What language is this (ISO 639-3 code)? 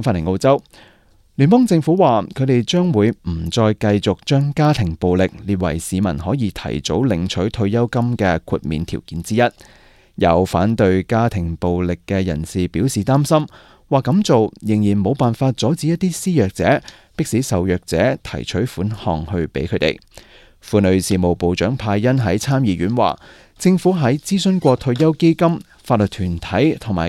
yue